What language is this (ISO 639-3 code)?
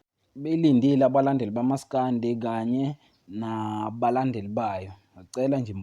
zul